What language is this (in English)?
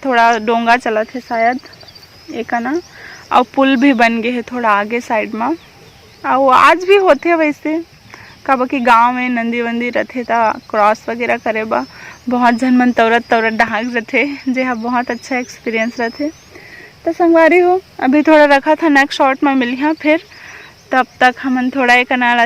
Chhattisgarhi